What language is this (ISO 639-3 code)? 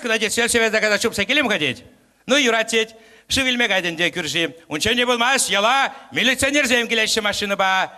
chv